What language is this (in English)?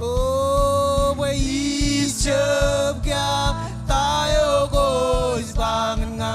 Marshallese